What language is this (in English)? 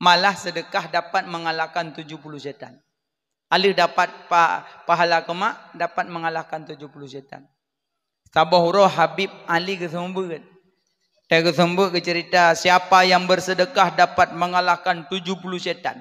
Achinese